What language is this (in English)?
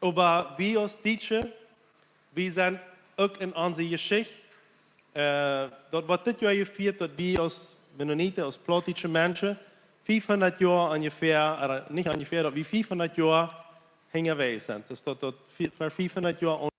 Plautdietsch